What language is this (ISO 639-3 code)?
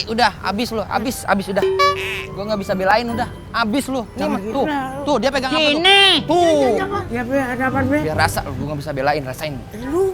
bew